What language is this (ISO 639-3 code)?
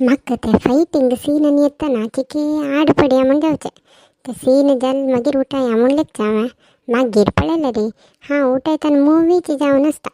kok